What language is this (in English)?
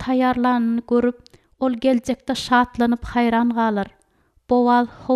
Turkmen